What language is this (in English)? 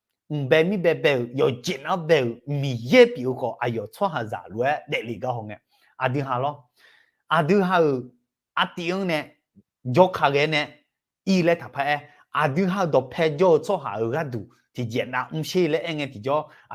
Akha